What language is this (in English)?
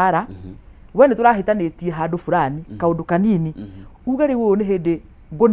Kikuyu